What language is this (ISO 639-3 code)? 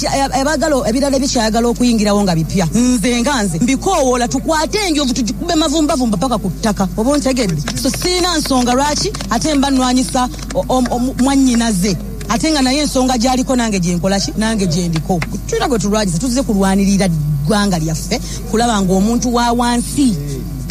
lug